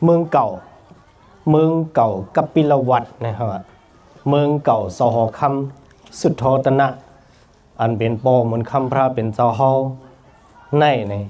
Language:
Shan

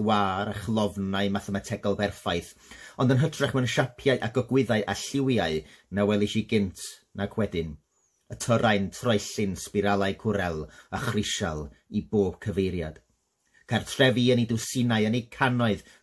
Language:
Welsh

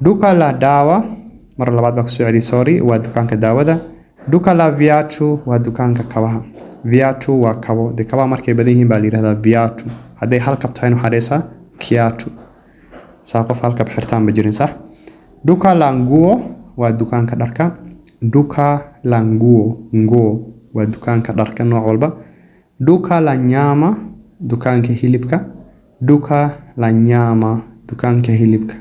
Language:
Somali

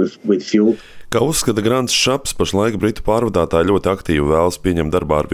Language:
Latvian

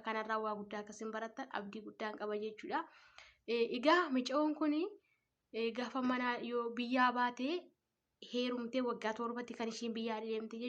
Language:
Oromo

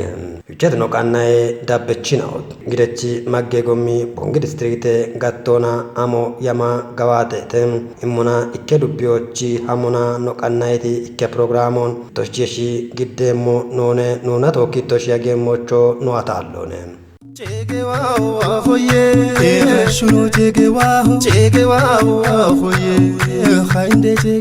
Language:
Kafa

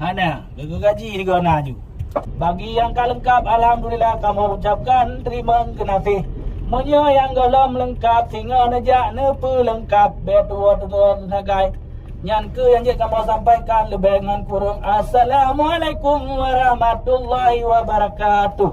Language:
Achinese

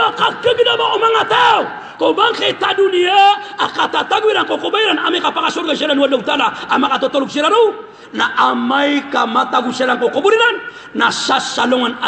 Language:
Maranao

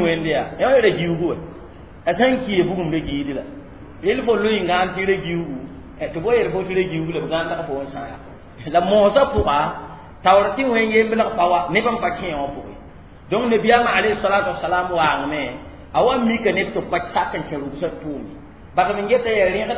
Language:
Mossi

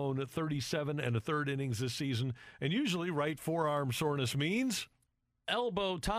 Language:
English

